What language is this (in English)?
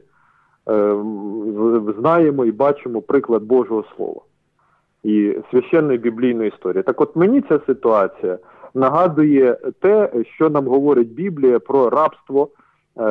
Ukrainian